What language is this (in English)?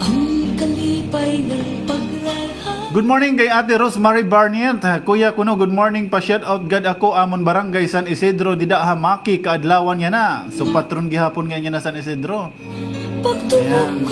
Waray